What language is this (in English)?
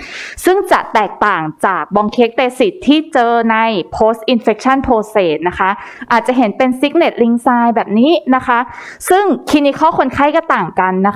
Thai